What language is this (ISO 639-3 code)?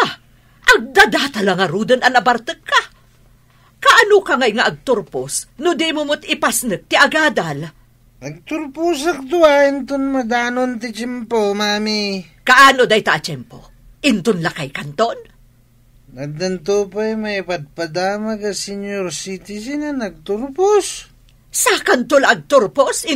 ilo